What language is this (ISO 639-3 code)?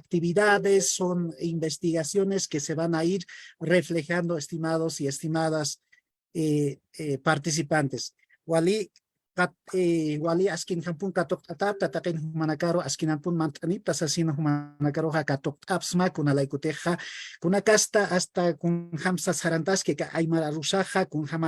aym